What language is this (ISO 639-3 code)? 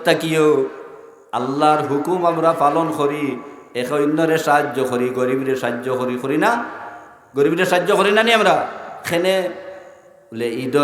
syl